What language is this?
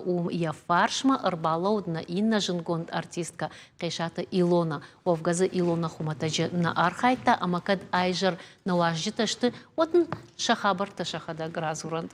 Ossetic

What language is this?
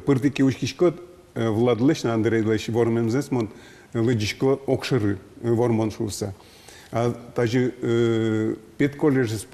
Udmurt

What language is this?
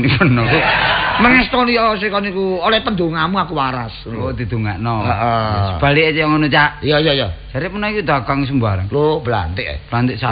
Javanese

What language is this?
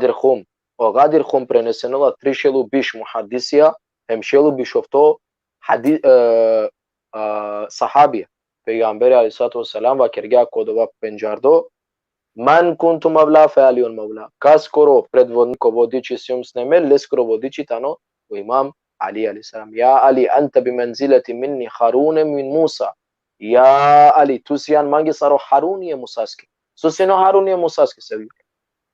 Balkan Romani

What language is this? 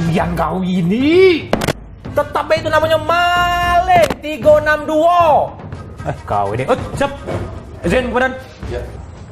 Musi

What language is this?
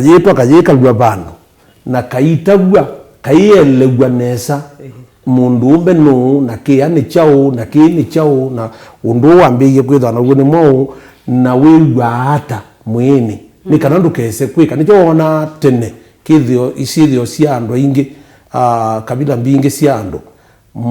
Kamba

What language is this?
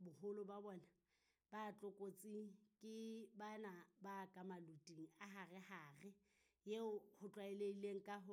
Southern Sotho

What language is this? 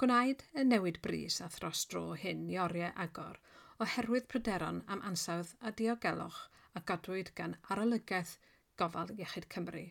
Welsh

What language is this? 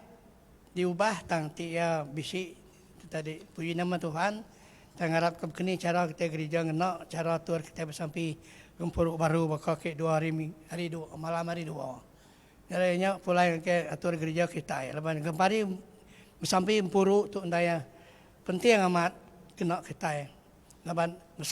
Iban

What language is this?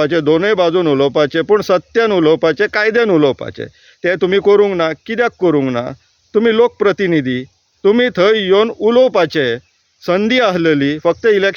Konkani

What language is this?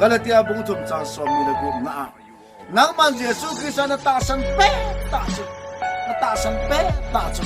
Thado Chin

